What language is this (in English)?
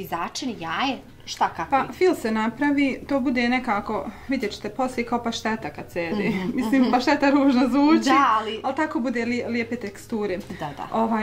Bosnian